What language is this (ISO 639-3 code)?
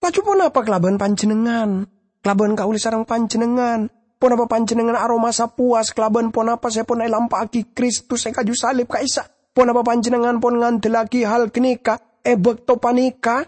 mad